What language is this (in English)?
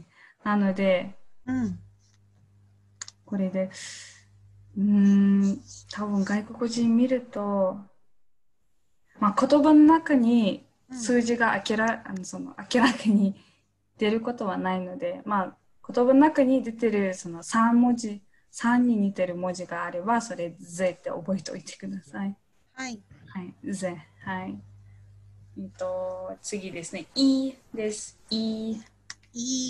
Japanese